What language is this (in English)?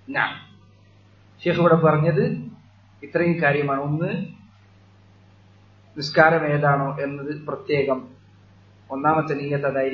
Malayalam